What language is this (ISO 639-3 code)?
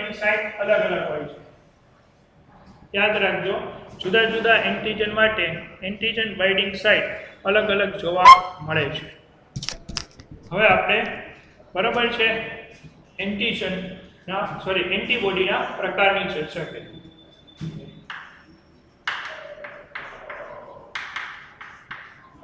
guj